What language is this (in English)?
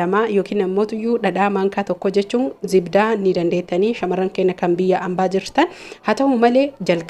Oromo